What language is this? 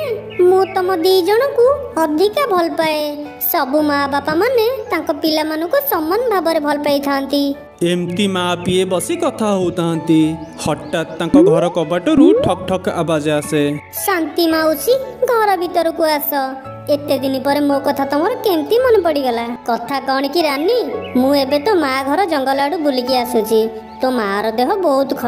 Odia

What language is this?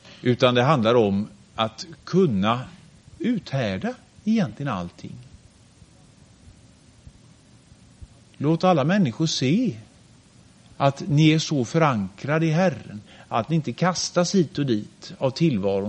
Swedish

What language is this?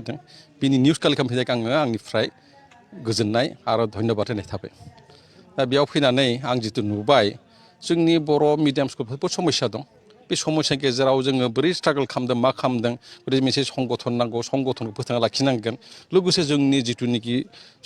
Bodo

